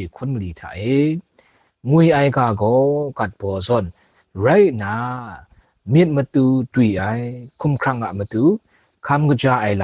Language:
Kachin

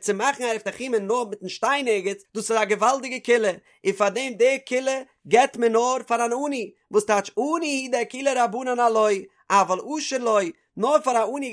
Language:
Yiddish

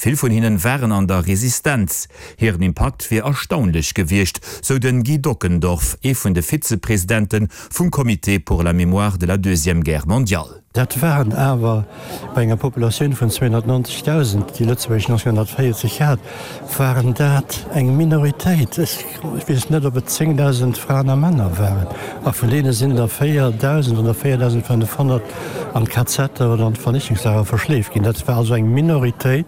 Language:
Luxembourgish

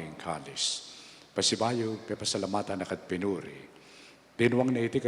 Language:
Pampanga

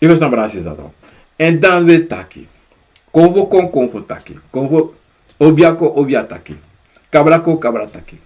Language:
Sranan Tongo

